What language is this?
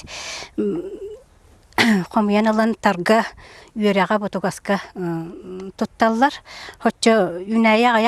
Yakut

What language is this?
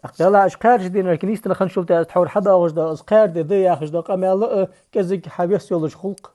Ingush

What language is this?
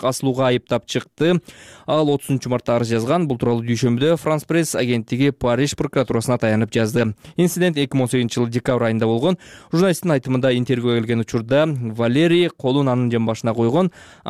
Kyrgyz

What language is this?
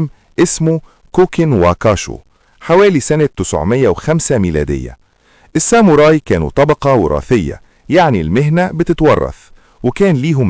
Egyptian Arabic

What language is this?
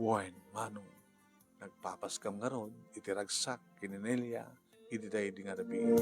Iloko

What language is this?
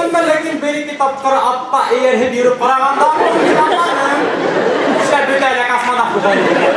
Bashkir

